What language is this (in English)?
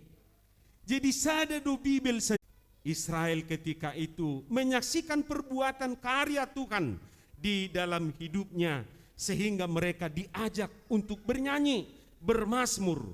Batak Toba